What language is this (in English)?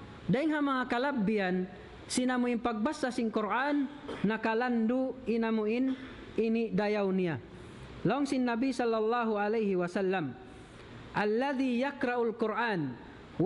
Tausug